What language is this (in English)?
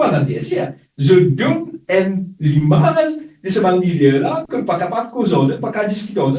Morisyen